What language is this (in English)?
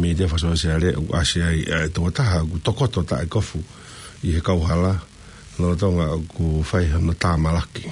Tongan